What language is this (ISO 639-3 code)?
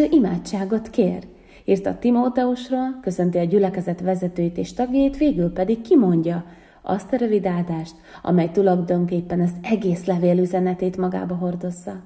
hun